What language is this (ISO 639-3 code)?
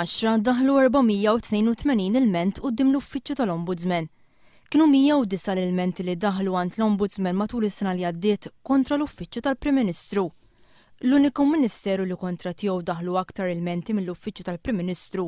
mlt